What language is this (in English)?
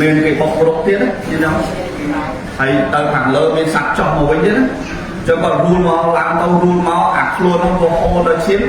Khmer